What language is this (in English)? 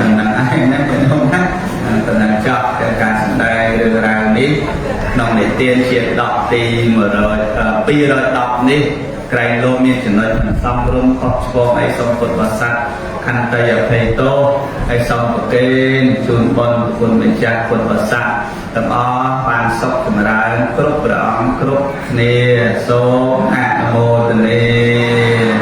Khmer